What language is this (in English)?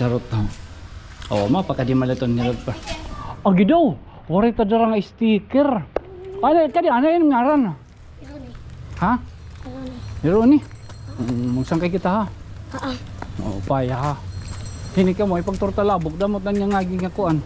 Waray